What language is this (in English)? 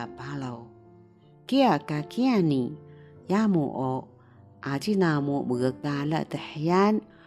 Taroko